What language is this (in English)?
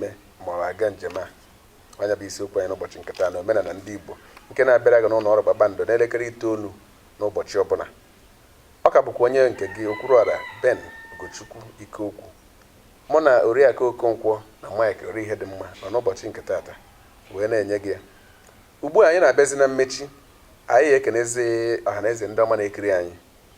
Igbo